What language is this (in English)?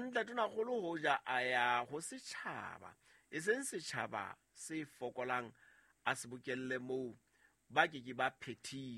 Southern Sotho